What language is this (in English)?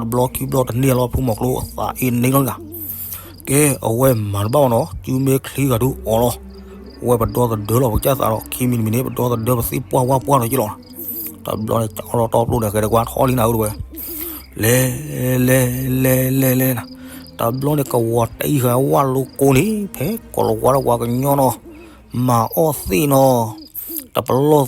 S'gaw Karen